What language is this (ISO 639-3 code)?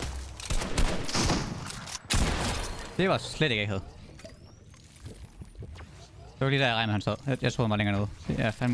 dan